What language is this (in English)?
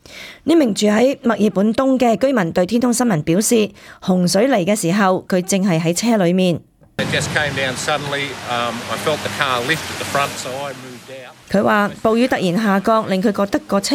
Cantonese